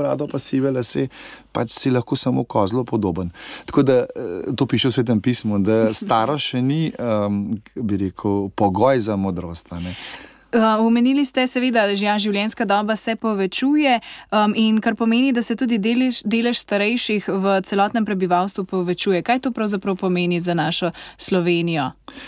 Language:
Slovenian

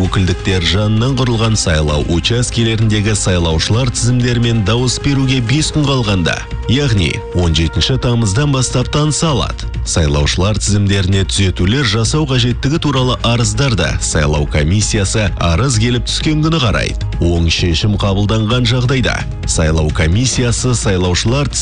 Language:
Kazakh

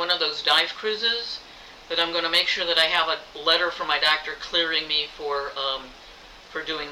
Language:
English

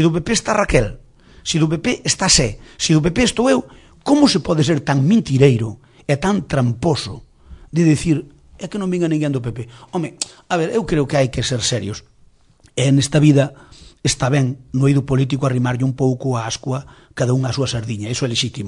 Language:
Galician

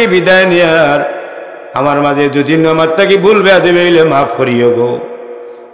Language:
Sylheti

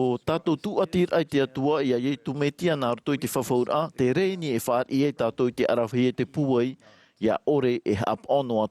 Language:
Tahitian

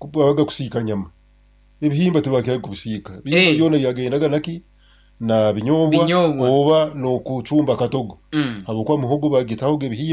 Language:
Nyankole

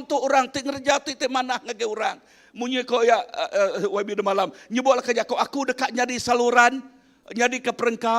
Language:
Iban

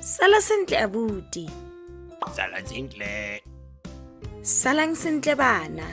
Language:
Tswana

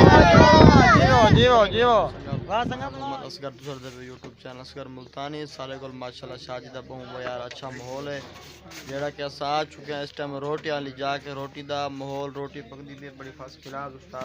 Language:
Saraiki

